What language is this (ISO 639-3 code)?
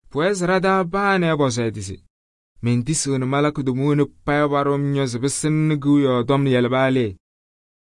kbp